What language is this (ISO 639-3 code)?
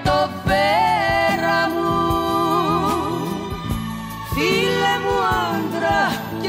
ell